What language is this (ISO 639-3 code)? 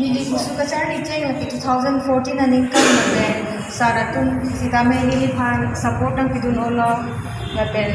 mjw